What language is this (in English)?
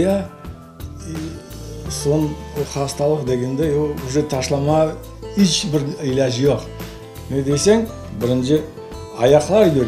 Crimean Tatar